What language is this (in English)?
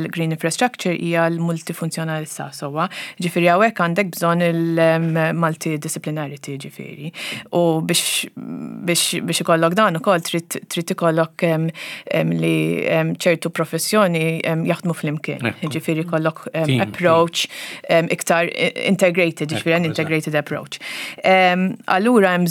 Maltese